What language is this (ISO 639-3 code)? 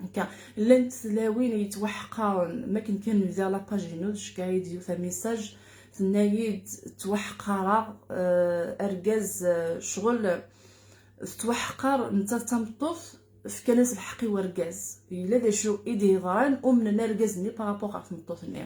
kab